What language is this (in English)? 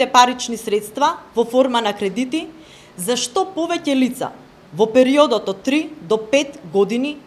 Macedonian